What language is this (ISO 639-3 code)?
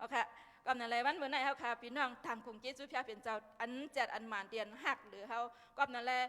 shn